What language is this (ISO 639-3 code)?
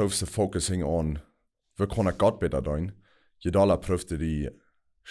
pdt